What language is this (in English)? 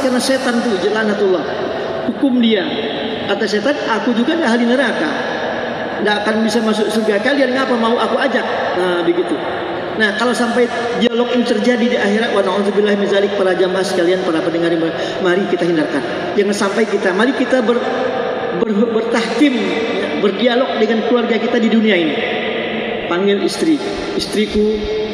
Indonesian